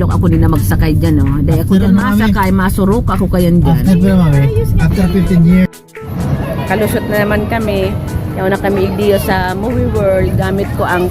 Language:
Bikol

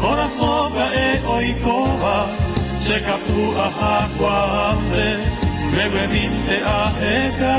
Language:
Guarani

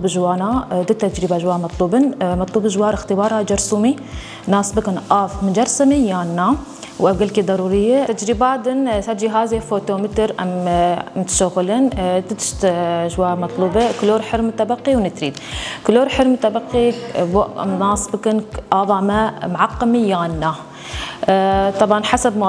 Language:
Kurdish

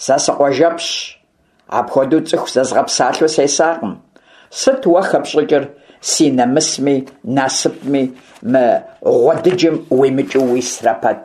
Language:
Kabardian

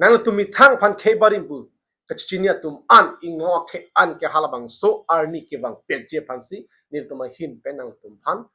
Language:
Karbi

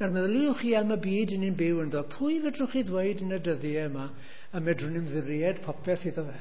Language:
Welsh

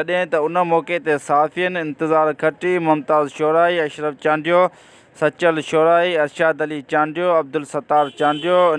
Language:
Sindhi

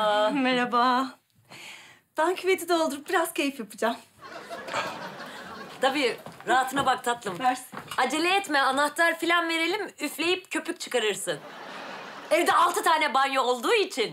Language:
Turkish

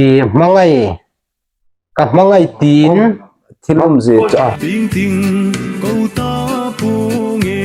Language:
Hmar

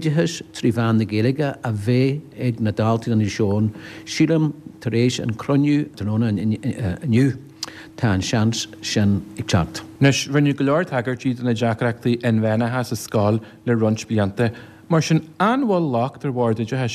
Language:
Irish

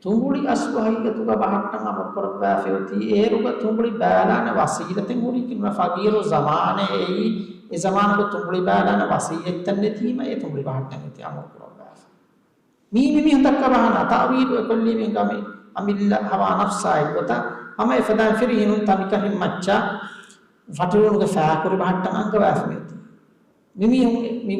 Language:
Divehi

